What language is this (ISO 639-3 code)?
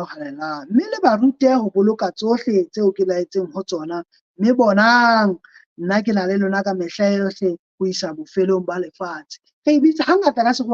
sot